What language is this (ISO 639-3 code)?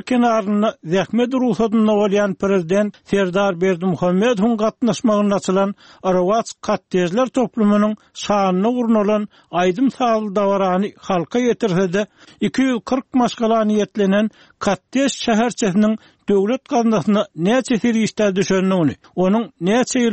tuk